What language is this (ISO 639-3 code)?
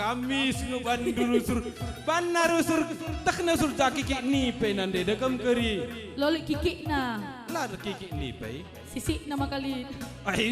btx